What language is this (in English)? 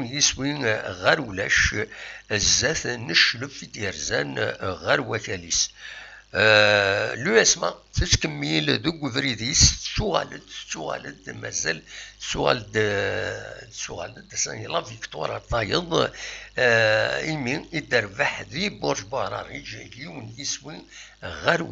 Kabyle